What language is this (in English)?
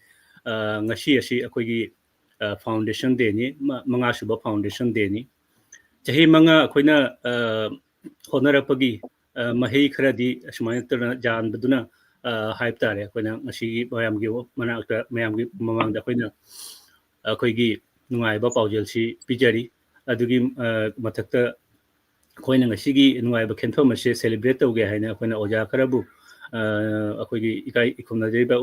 Manipuri